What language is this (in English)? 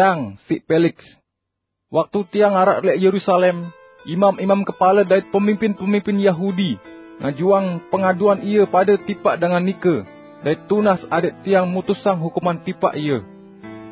Sasak